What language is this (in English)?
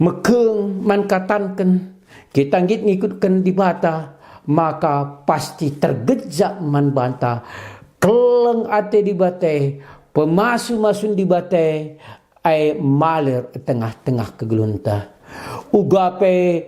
Batak Karo